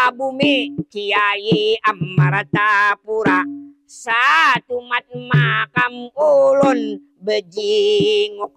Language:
Banjar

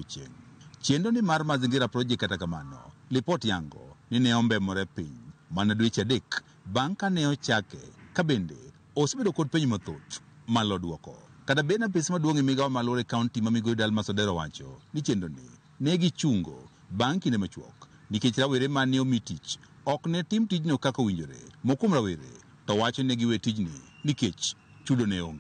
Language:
Luo (Kenya and Tanzania)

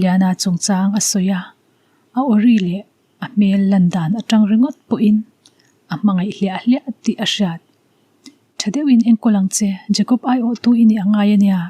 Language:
Mizo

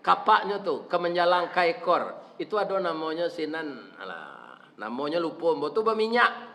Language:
Minangkabau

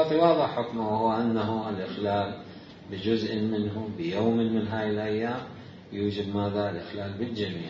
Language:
Mesopotamian Arabic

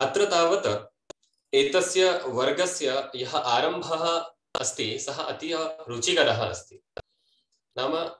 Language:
Sanskrit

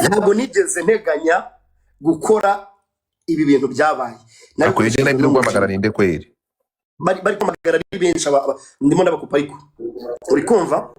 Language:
Kinyarwanda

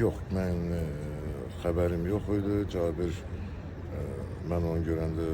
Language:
Azerbaijani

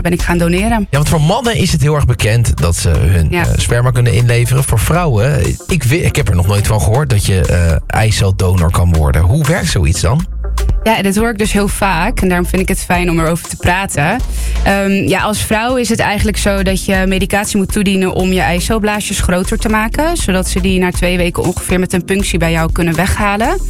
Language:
Dutch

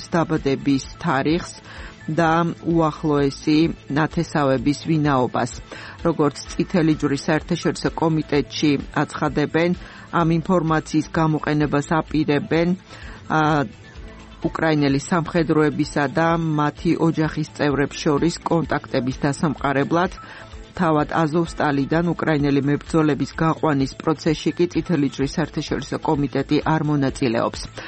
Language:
Georgian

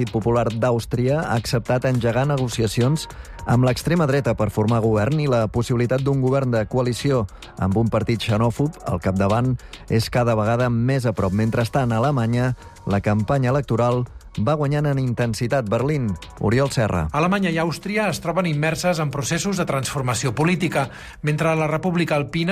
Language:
Catalan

